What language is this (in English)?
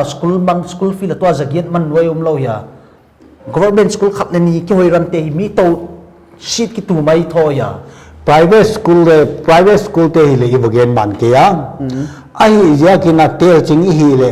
Paite Chin